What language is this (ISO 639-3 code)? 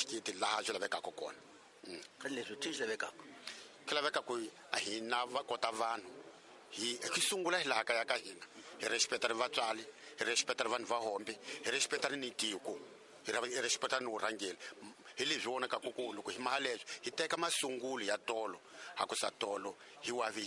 tso